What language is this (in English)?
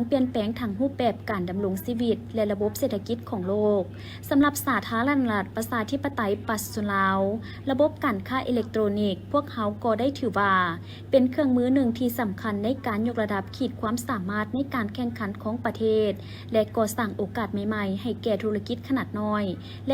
Lao